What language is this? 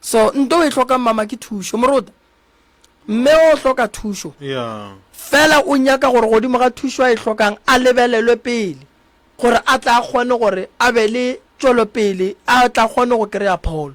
Northern Sotho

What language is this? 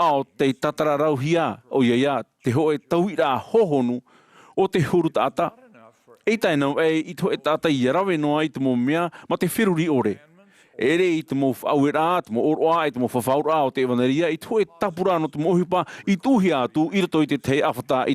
Tahitian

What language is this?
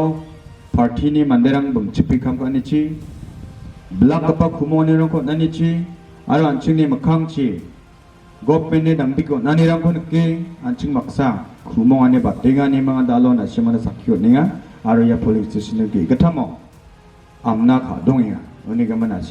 Garo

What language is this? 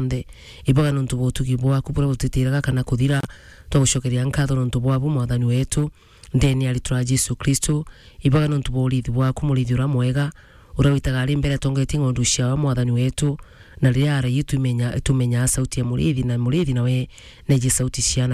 Meru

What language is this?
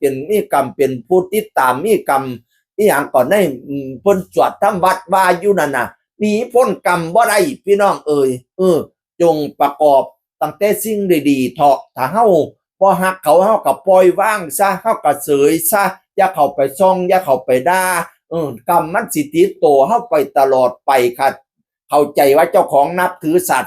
Northeastern Thai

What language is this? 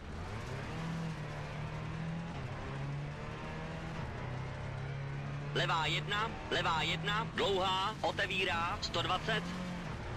Czech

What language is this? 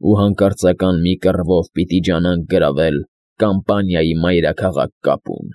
Armenian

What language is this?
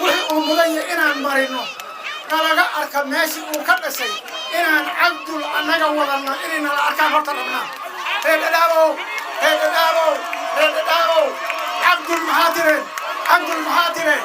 Somali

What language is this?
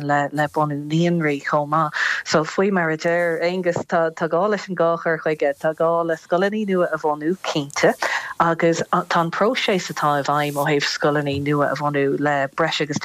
Irish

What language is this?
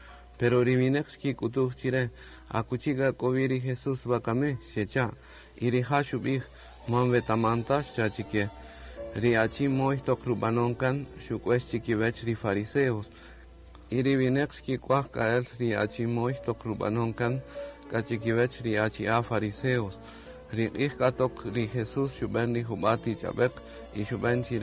Kaqchikel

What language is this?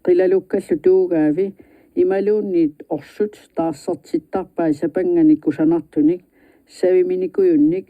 Kalaallisut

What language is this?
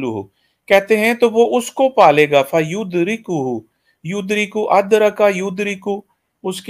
Urdu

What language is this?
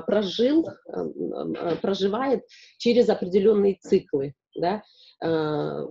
Russian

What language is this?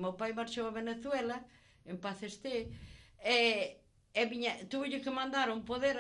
Galician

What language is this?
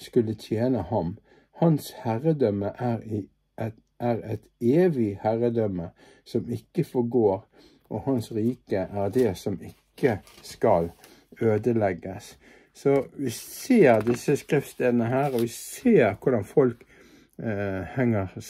Norwegian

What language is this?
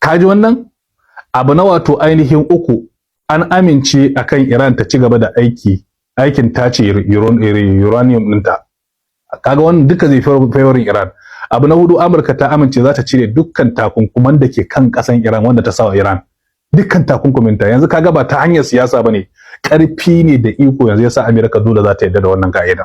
Hausa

